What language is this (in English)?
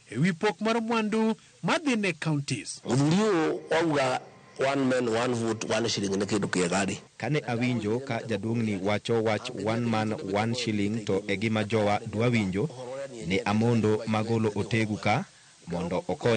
Luo (Kenya and Tanzania)